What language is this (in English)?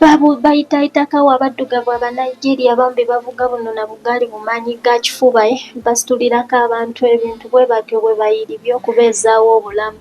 Ganda